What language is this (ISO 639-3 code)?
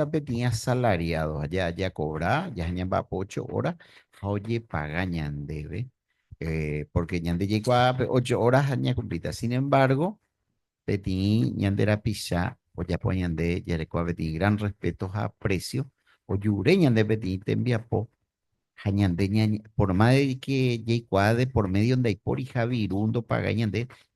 grn